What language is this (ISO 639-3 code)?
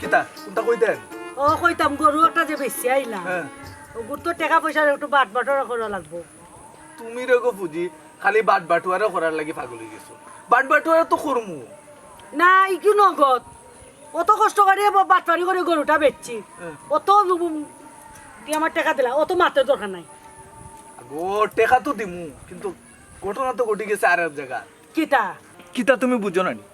syl